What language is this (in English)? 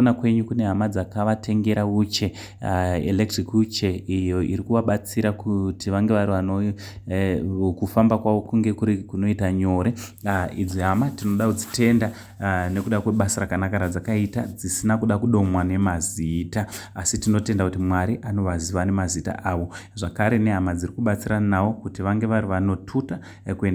Shona